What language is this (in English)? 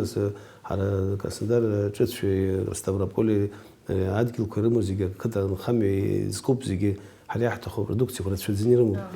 Abkhazian